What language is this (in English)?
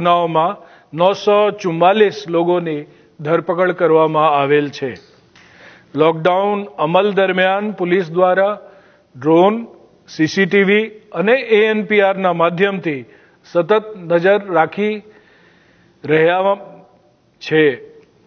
Gujarati